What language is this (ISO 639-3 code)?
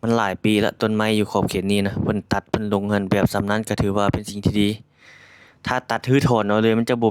lao